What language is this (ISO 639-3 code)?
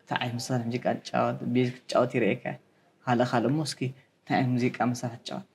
tir